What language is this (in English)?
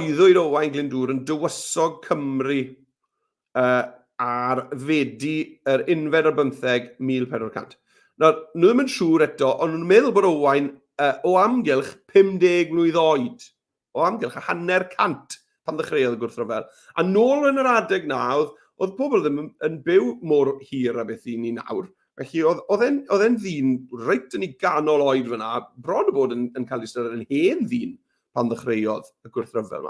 Welsh